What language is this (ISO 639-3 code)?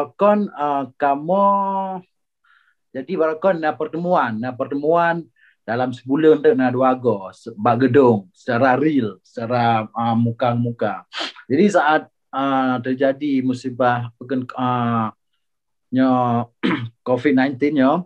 ace